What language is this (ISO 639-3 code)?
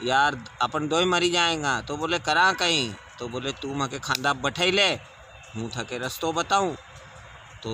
raj